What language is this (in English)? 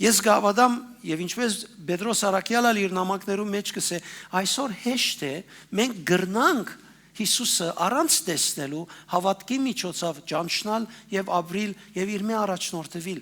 Western Armenian